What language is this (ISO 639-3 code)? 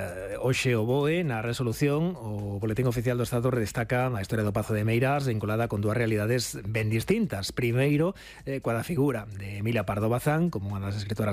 glg